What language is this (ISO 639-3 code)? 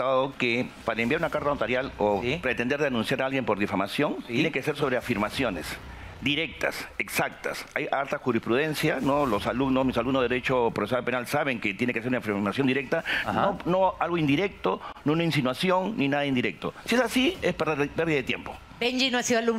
spa